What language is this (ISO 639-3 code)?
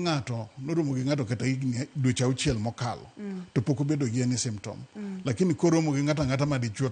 luo